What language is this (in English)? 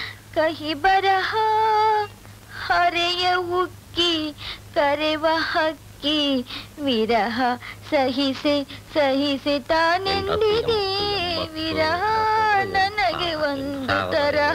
Kannada